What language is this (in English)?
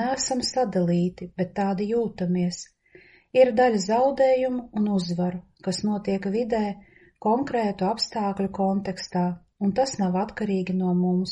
Latvian